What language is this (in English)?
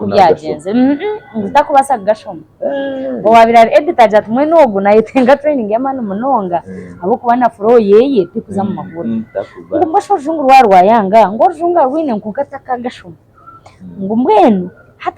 Nyankole